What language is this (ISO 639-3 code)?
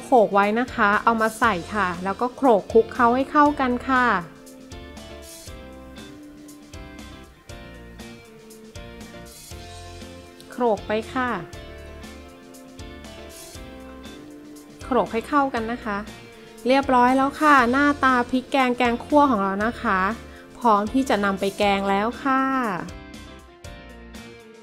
tha